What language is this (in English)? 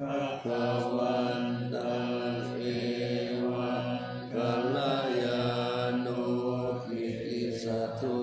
Pali